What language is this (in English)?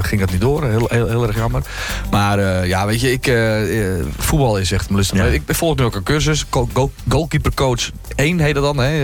Dutch